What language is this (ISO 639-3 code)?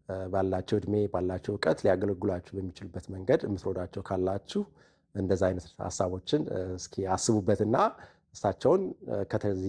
amh